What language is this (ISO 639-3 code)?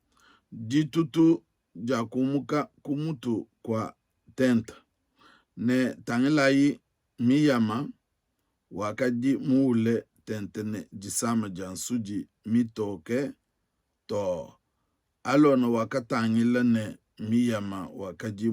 lua